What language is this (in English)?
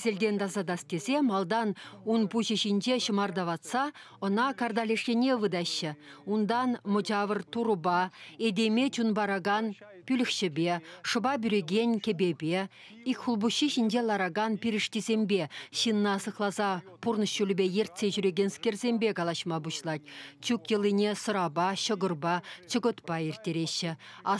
Chuvash